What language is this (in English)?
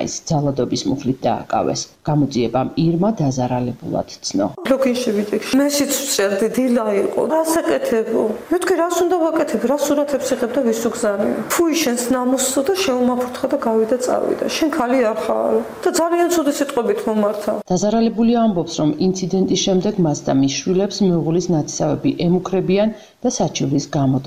Georgian